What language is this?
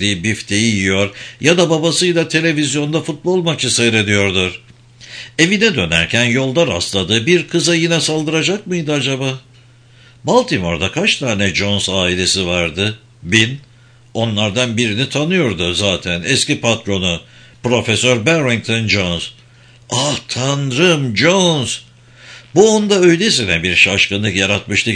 Turkish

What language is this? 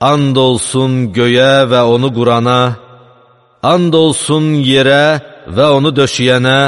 Azerbaijani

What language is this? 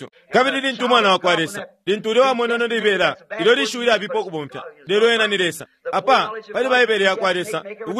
Bemba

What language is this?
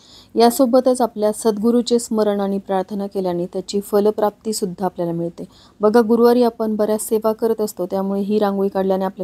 Marathi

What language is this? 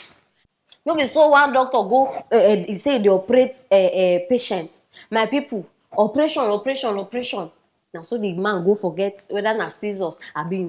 Nigerian Pidgin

